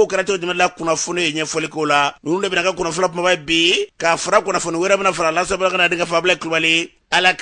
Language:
Bambara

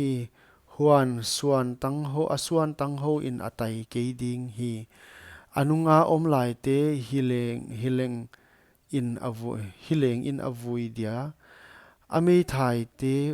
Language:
Paite Chin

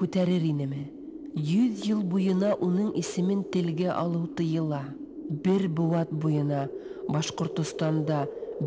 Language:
Bashkir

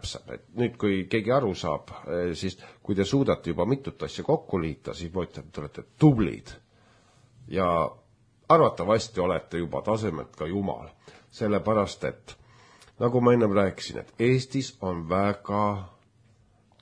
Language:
Estonian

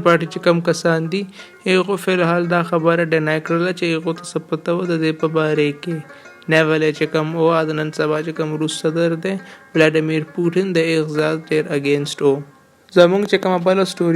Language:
Pashto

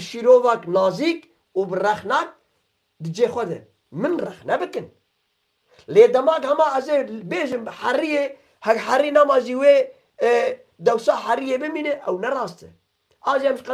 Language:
Kurdish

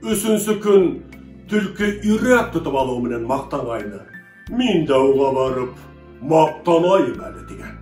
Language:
Bashkir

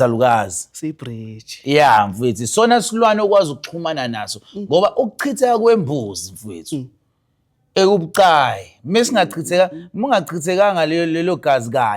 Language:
Zulu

